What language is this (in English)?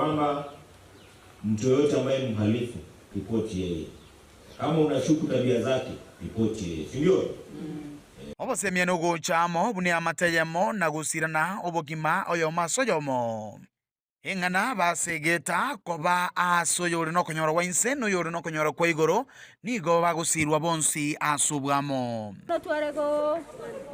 Gusii